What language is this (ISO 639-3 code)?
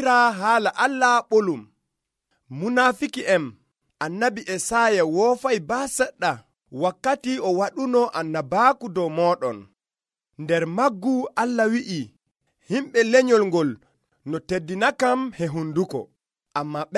fuv